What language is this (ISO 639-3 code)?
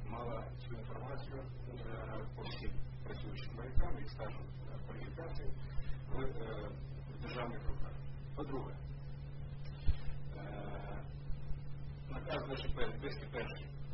ukr